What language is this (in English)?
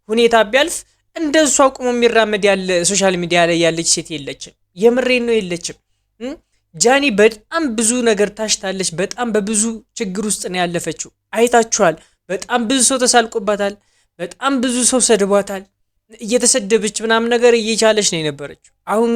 Amharic